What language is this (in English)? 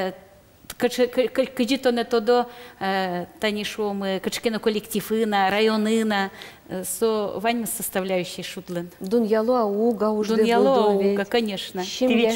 Udmurt